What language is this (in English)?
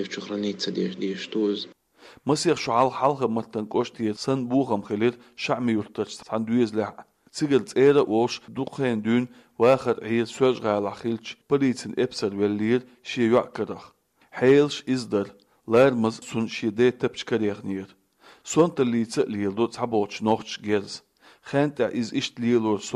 Chechen